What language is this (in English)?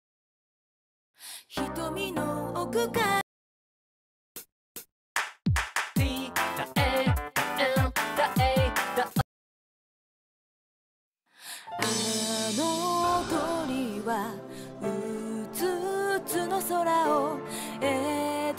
Japanese